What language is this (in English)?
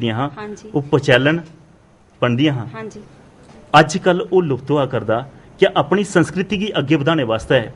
Dogri